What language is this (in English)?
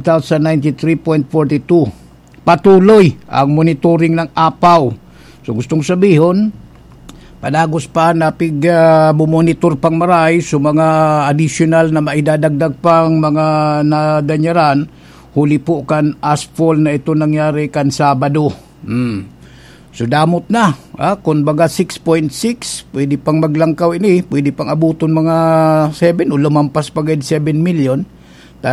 Bikol